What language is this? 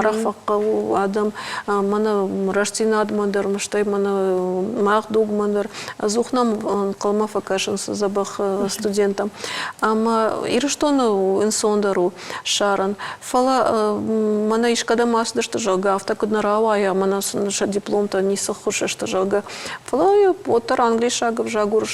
Ossetic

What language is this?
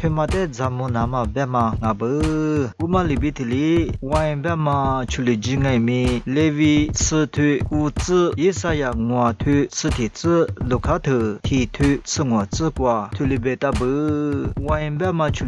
Lisu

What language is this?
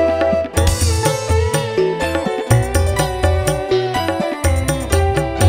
Indonesian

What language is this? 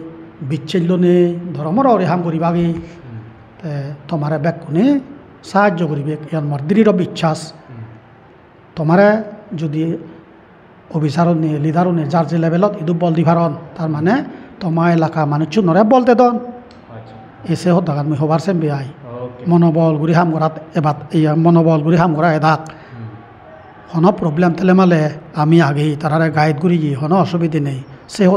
Chakma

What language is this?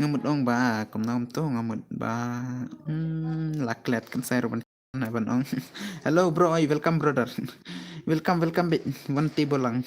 Khasi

